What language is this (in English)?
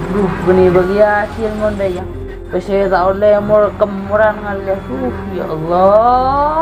Madurese